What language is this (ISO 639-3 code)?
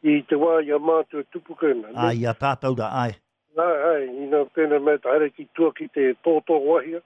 mri